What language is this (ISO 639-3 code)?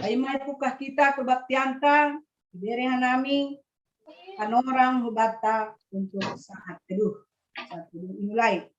bts